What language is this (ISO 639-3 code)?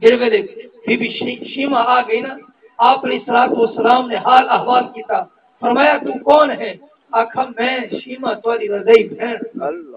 skr